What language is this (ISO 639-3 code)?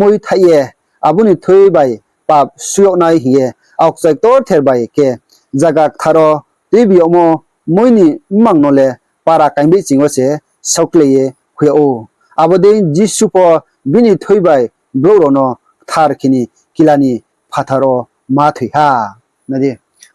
ria